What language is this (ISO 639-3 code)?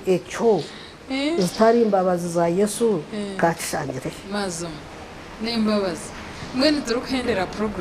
nyn